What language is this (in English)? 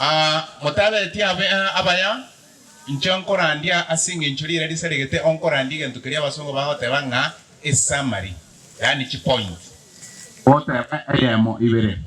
Gusii